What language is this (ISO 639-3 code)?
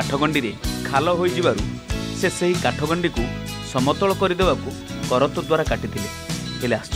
ori